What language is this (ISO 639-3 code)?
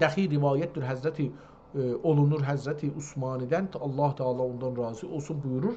azb